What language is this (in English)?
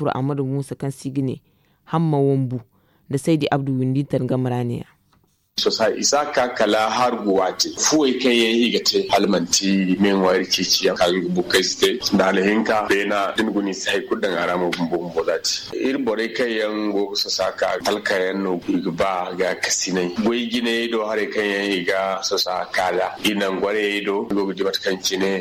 Zarma